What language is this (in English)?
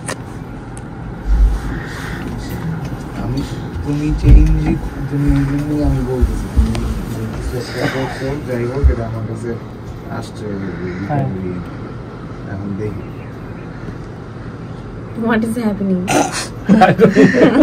Bangla